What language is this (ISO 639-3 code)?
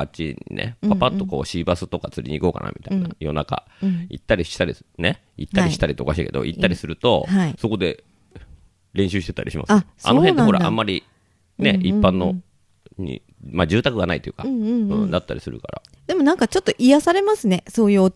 jpn